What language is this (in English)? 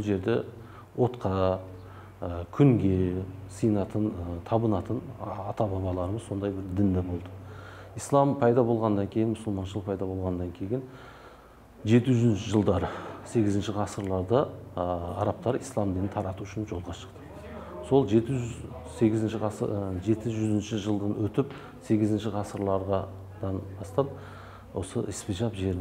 Kazakh